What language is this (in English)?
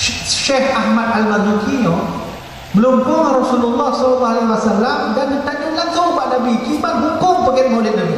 Achinese